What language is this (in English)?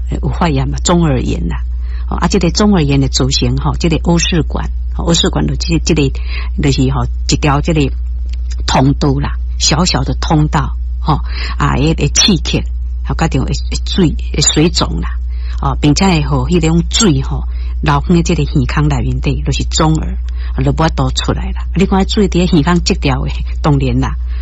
Min Nan Chinese